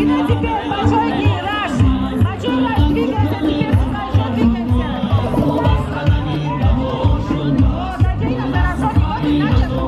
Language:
Tajik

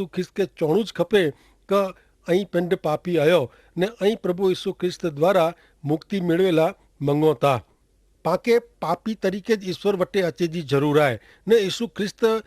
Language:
Kachhi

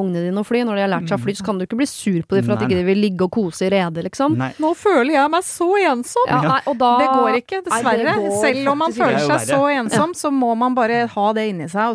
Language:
Norwegian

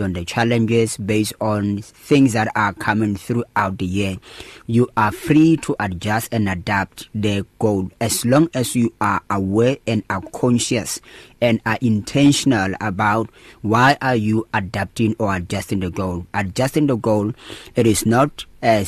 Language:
English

